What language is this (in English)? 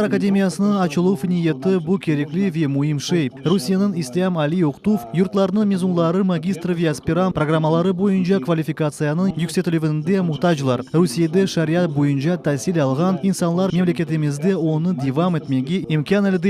Crimean Tatar